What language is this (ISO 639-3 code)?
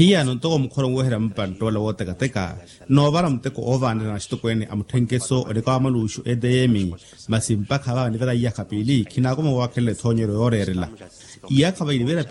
vmw